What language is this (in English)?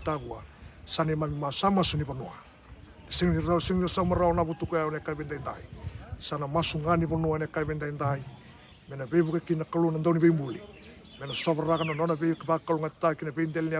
Fijian